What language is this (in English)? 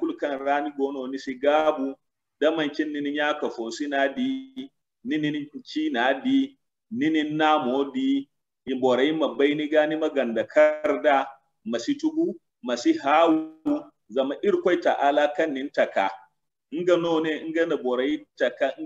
Zarma